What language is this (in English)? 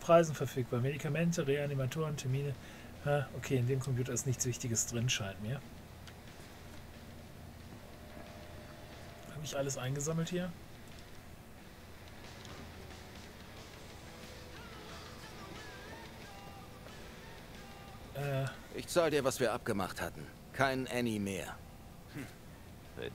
German